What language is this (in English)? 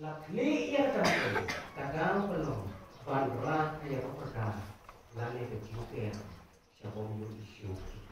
Khasi